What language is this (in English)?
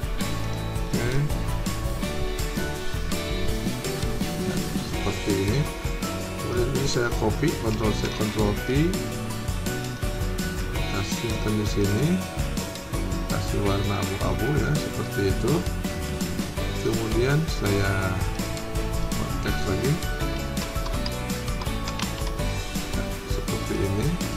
Indonesian